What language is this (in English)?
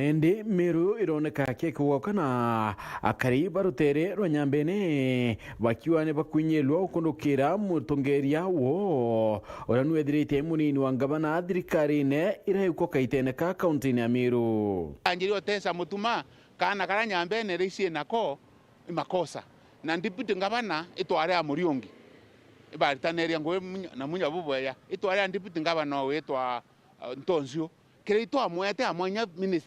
Meru